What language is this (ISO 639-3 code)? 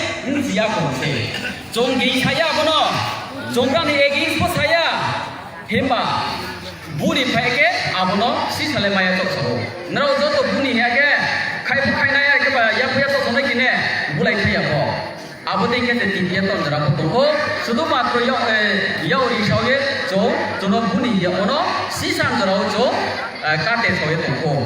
ria